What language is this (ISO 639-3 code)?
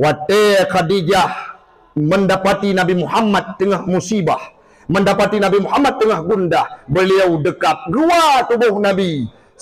ace